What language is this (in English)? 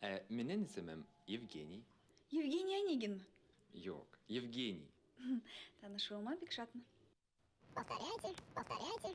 Bashkir